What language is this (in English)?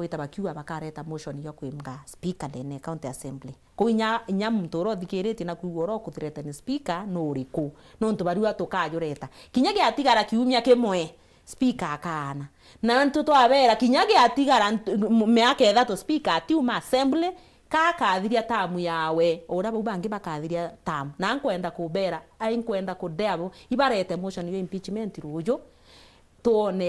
Meru